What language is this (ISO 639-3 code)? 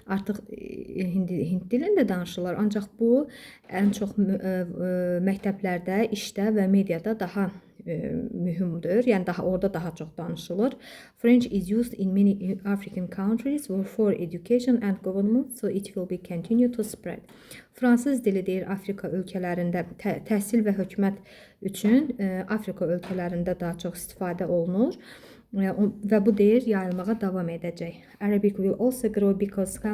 aze